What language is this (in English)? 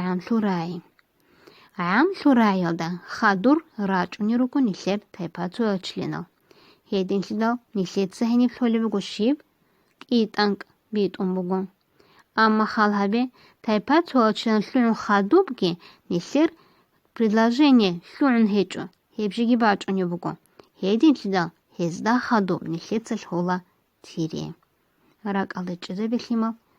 Avaric